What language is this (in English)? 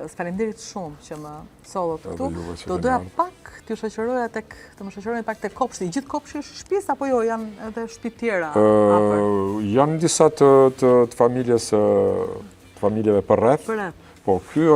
Albanian